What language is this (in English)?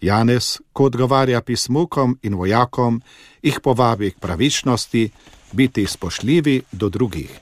Slovenian